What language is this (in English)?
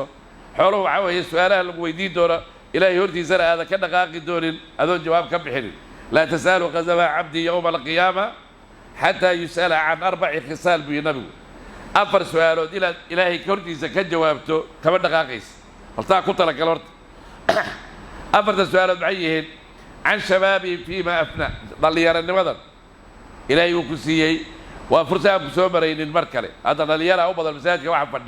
Somali